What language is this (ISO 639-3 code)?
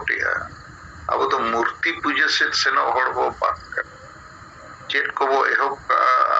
sat